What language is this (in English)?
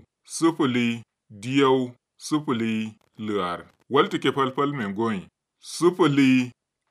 Kanuri